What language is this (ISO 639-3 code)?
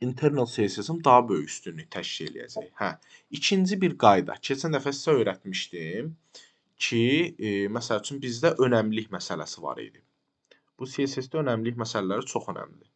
aze